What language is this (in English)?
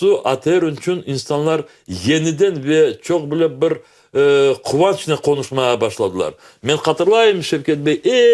Crimean Tatar